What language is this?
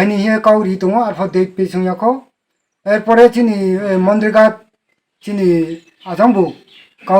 Kok Borok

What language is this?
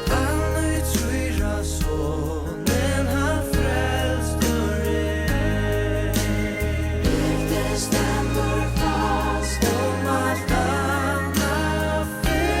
Faroese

